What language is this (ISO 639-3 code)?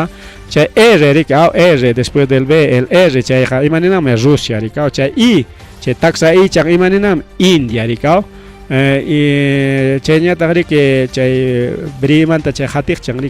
quy